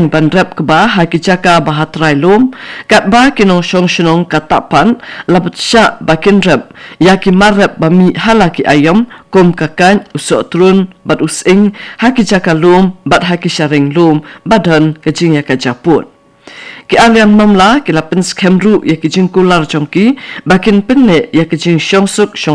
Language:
Khasi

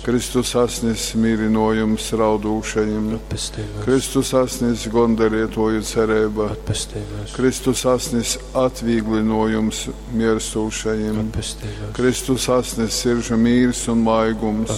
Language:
Latgalian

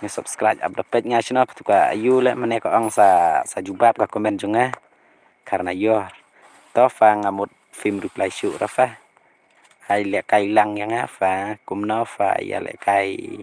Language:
Khasi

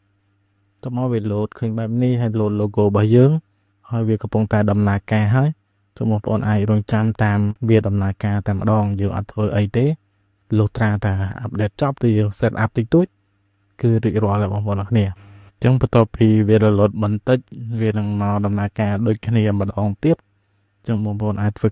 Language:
Khmer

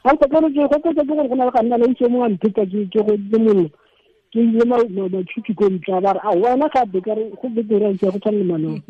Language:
Tswana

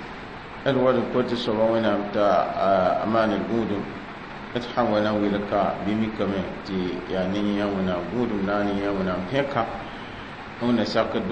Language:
Mossi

